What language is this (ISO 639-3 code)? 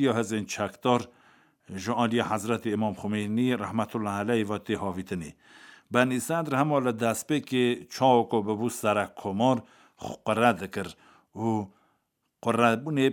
kur